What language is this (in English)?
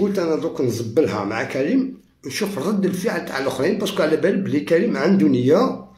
Algerian Arabic